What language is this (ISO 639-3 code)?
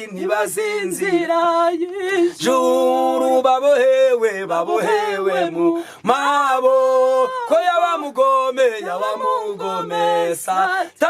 kin